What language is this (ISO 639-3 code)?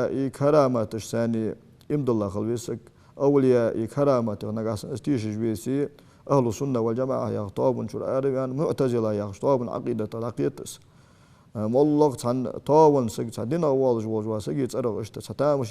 inh